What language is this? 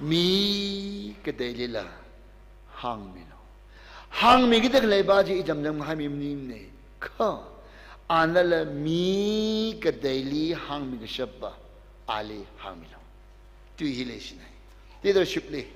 Tangkhul Naga (India)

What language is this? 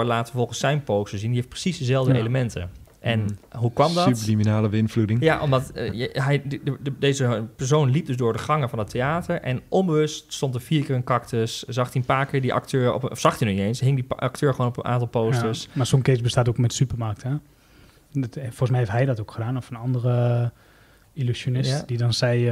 Dutch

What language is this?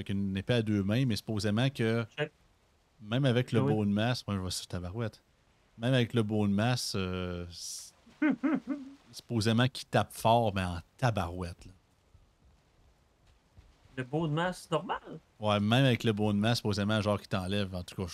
French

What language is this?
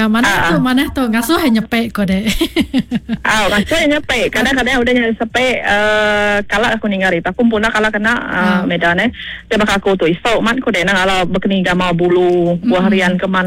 Iban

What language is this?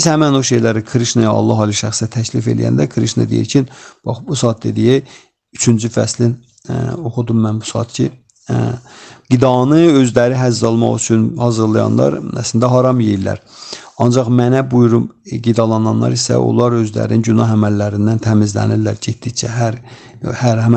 Azerbaijani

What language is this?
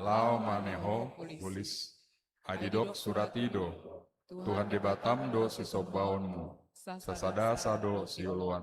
Batak Toba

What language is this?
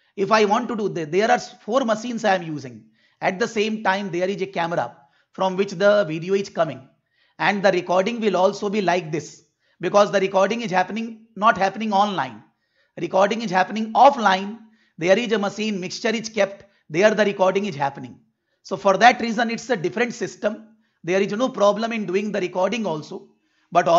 English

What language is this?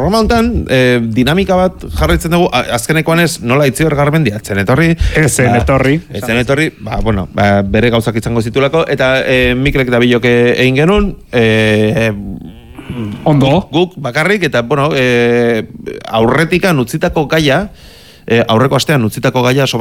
Basque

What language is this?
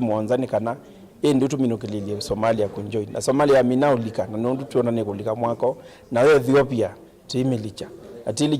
Kamba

